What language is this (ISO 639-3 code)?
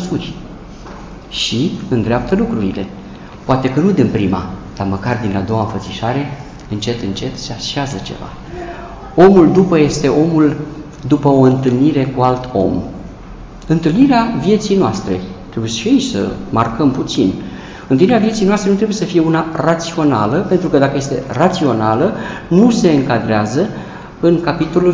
ron